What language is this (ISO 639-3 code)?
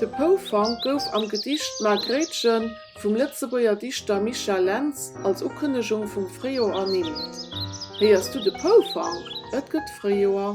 ltz